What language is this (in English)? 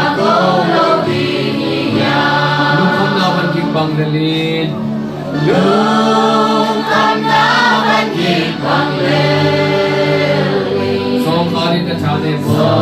Tedim Chin